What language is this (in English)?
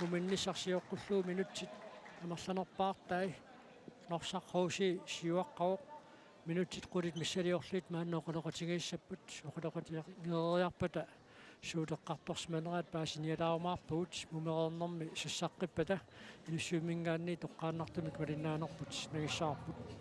Kalaallisut